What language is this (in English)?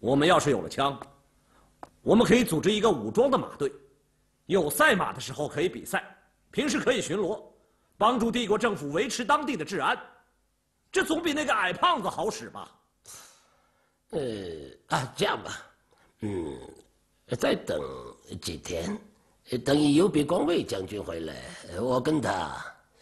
Chinese